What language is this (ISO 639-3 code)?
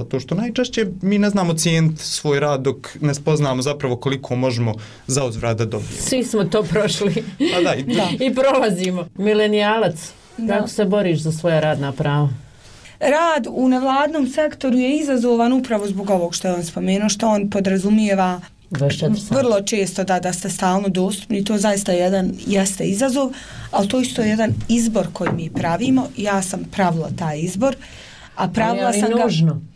bos